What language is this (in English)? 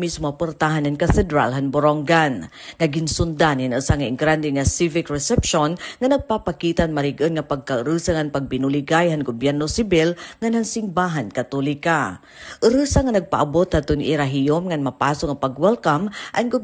Waray